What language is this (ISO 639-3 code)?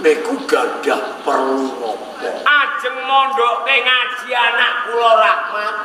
jav